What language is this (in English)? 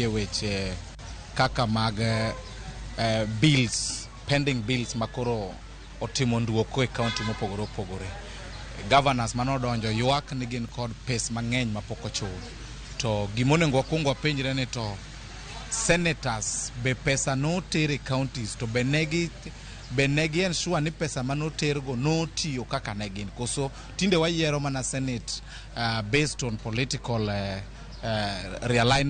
Luo (Kenya and Tanzania)